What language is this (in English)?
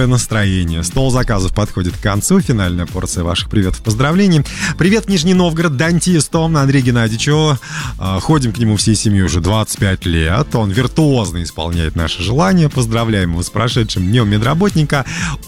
Russian